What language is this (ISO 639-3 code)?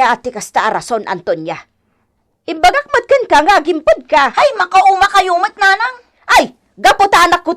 ilo